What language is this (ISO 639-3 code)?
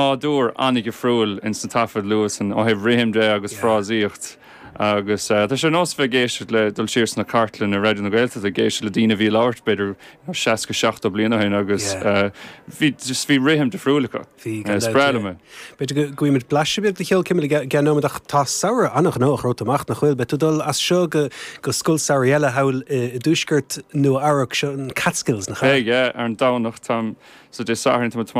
gle